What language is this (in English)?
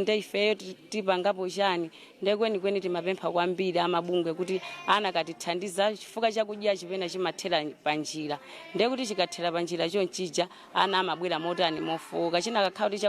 Nyanja